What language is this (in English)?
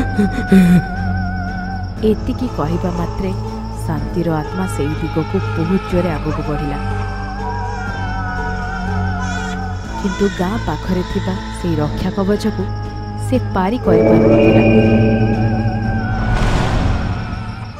Odia